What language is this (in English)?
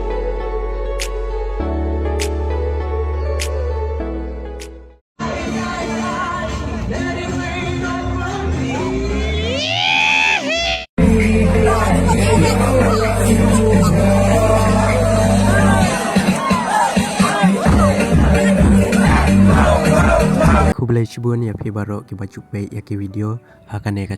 Khasi